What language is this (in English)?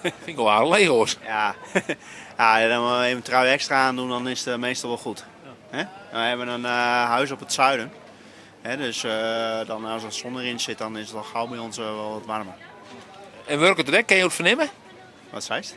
Western Frisian